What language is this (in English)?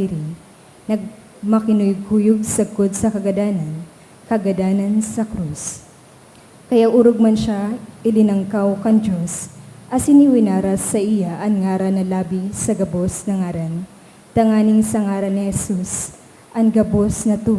Bikol